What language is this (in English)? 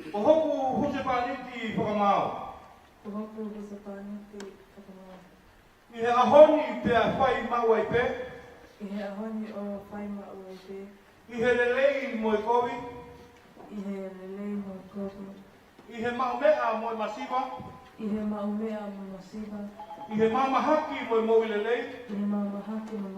Tongan